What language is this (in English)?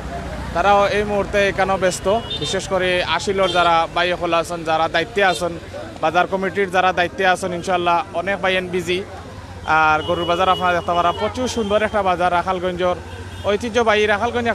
Sylheti